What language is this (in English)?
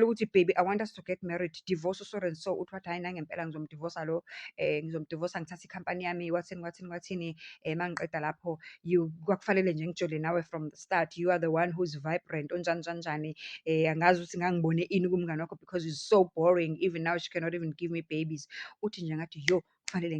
Zulu